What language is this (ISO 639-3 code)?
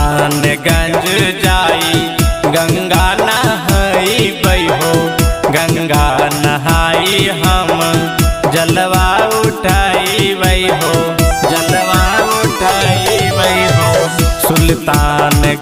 bho